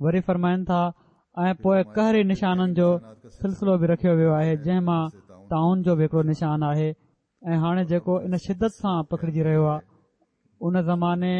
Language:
Sindhi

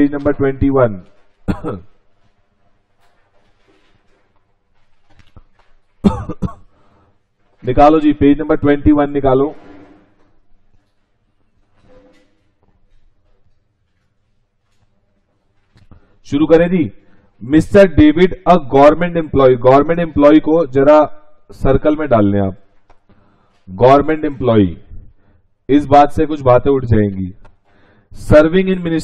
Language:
Hindi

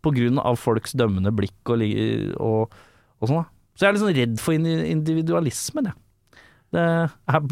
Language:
Norwegian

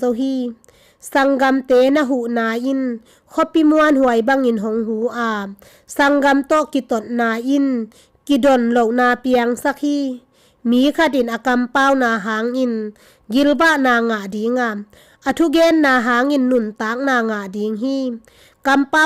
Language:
Tedim Chin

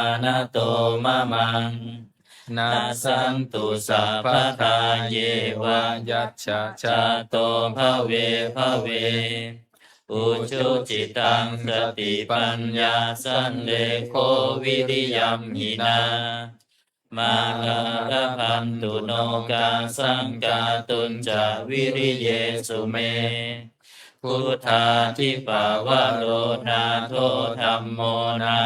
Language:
Pali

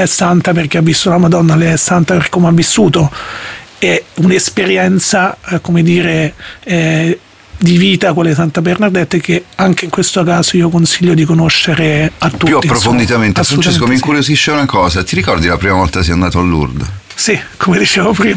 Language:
Italian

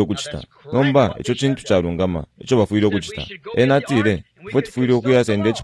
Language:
Bemba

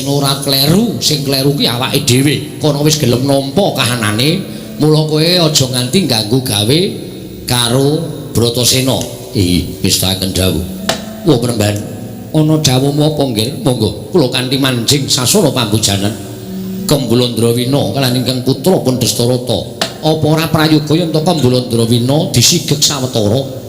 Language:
Javanese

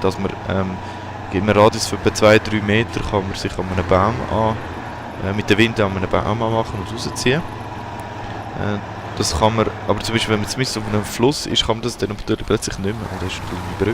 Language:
Swiss German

